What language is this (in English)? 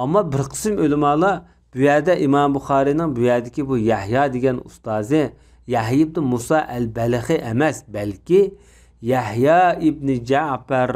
Uyghur